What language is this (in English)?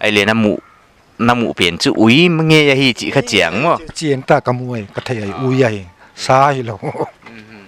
Paite Chin